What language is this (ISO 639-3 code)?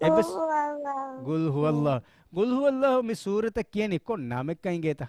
div